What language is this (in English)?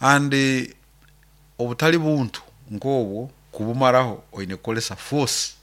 Nyoro